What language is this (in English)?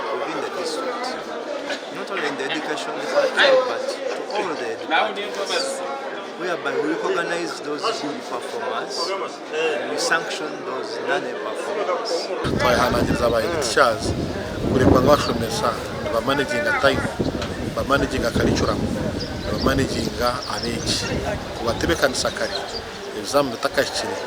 Nyankole